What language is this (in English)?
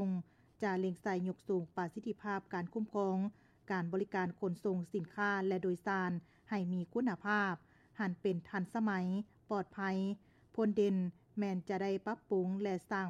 Lao